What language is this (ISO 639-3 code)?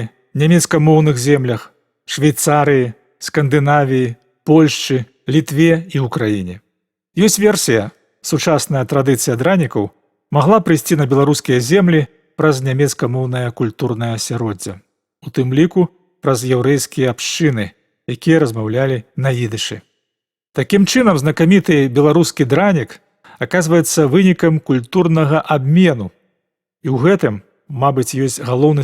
bel